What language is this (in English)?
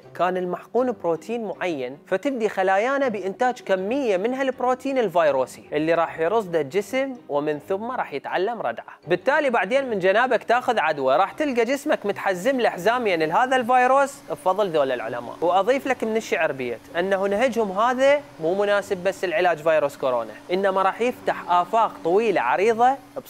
Mesopotamian Arabic